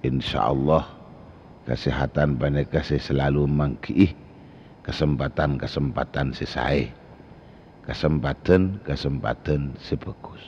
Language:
Madurese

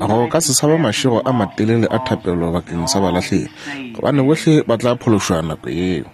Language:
Northern Sotho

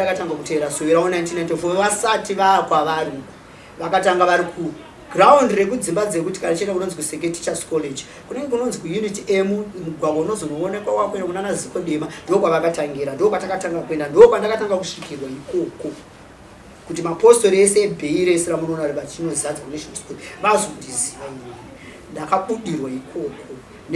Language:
Shona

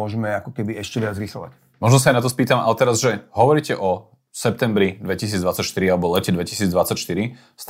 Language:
Slovak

